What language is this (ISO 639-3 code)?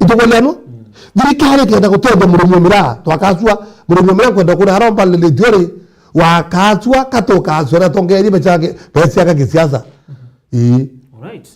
mer